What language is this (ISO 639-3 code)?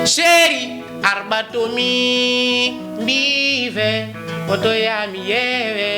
ful